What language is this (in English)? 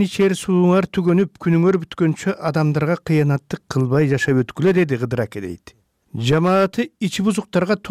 Kyrgyz